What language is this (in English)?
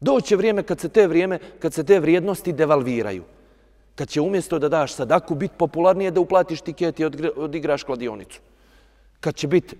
Bosnian